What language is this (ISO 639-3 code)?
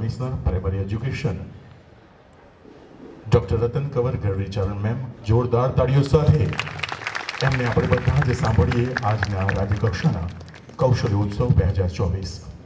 guj